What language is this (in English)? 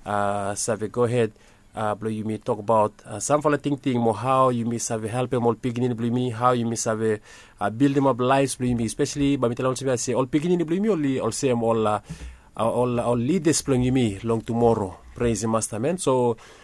Bislama